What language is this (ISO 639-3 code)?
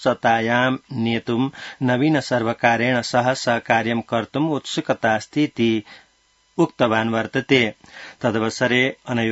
san